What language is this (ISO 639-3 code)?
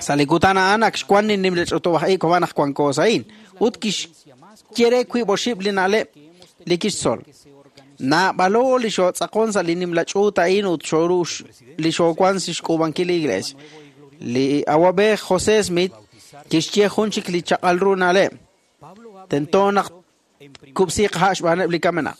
kek